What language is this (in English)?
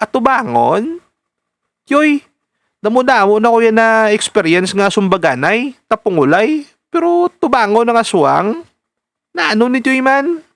Hiligaynon